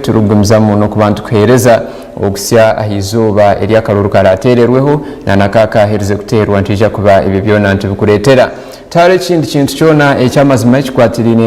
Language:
Nyankole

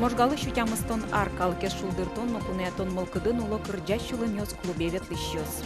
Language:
Udmurt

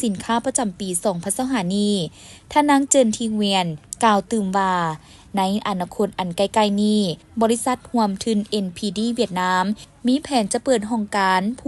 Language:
Lao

